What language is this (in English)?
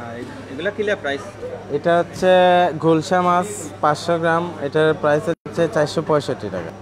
Sylheti